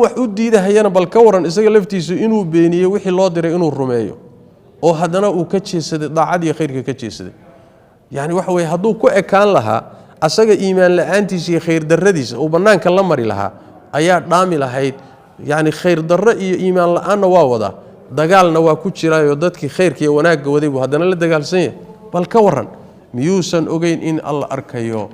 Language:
Somali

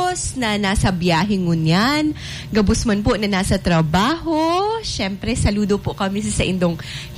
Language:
Bikol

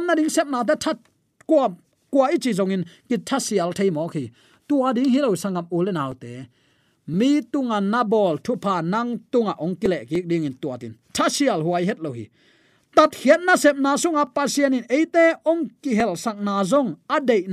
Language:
Tedim Chin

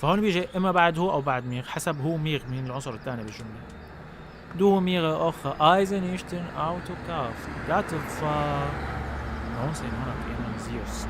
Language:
North Levantine Arabic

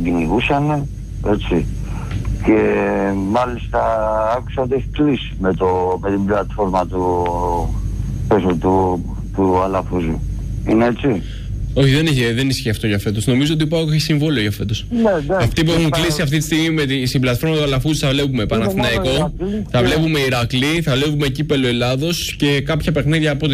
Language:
Greek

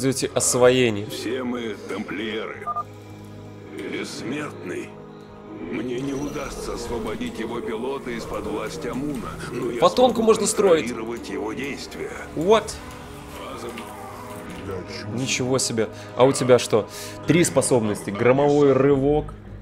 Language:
Russian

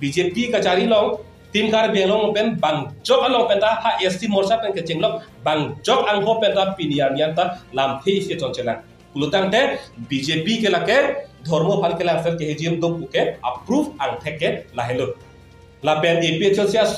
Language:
Karbi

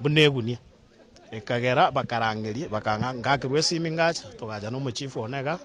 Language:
Gusii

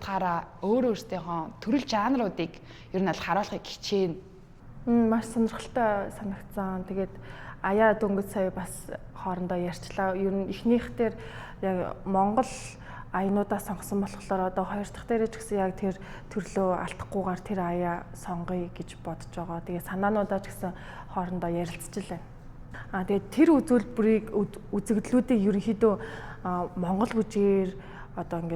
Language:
Mongolian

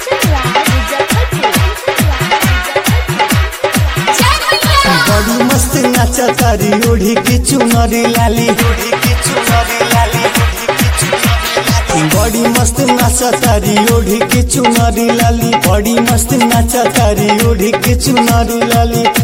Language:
Bhojpuri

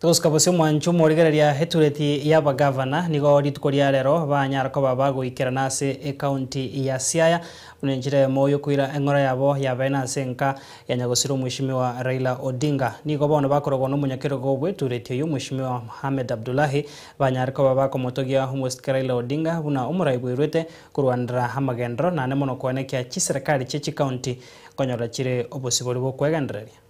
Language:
Gusii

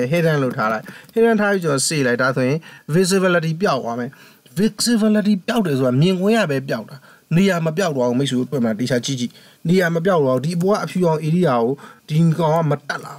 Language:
Burmese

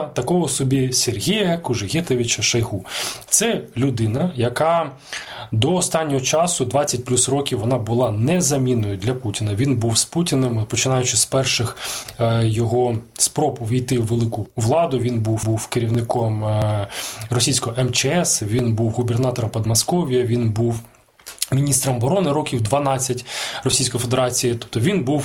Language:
Ukrainian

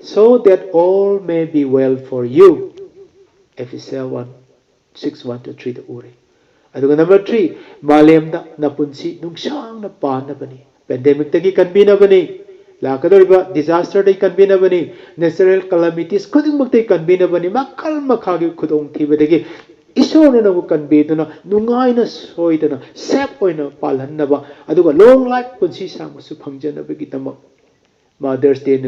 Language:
Manipuri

